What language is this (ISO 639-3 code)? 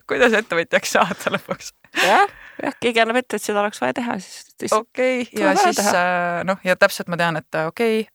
est